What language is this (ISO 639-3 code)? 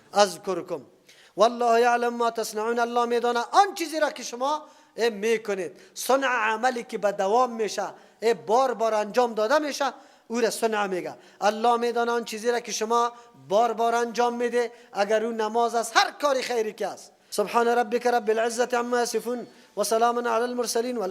fas